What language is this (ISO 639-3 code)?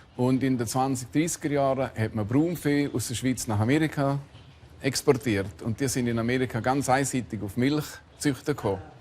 roh